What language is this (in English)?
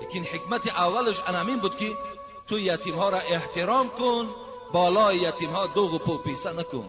Tajik